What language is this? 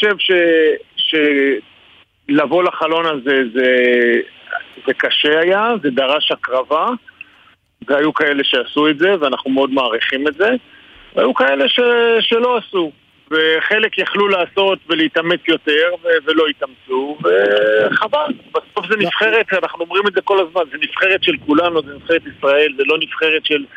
Hebrew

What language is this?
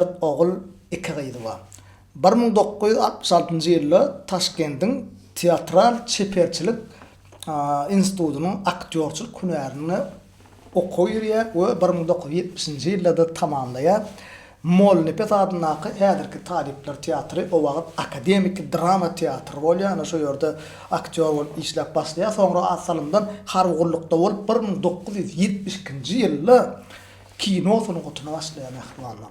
Turkmen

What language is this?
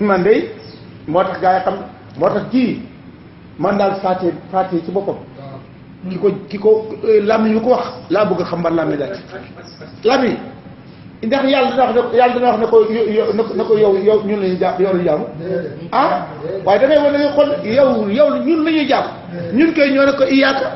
Wolof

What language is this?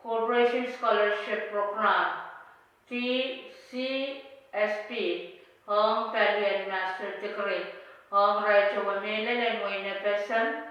Pohnpeian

